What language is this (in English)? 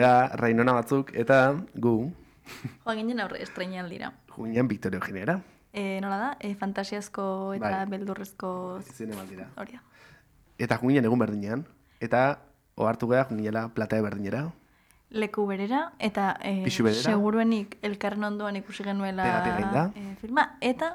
Basque